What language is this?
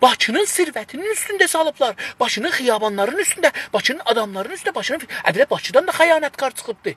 South Azerbaijani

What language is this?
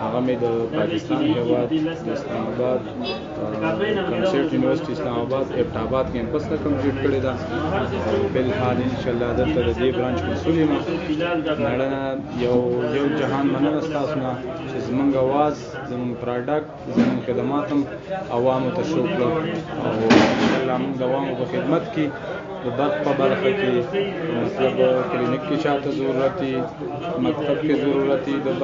Pashto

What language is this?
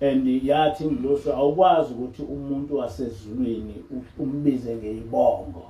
Zulu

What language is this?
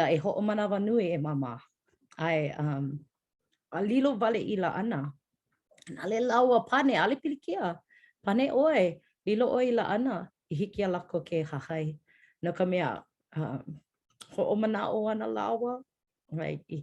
Hawaiian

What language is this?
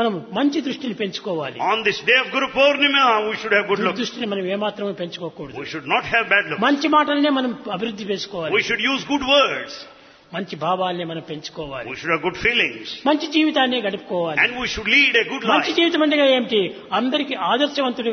Telugu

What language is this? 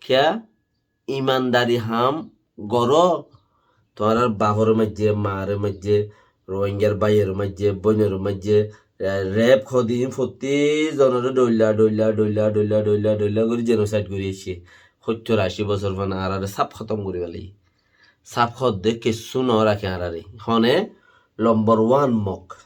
Rohingya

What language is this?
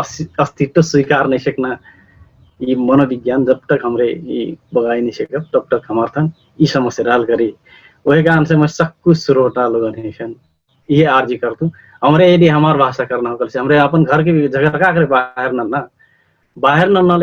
Dangaura Tharu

